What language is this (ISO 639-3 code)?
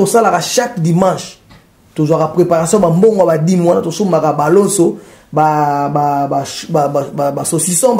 lin